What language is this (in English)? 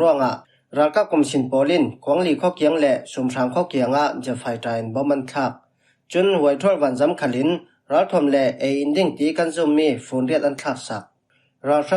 Falam Chin